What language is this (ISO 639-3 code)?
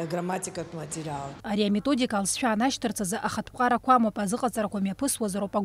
abk